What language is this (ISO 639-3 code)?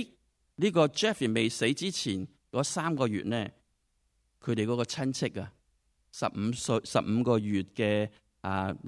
yue